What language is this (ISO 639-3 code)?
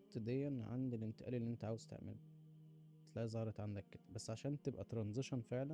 arz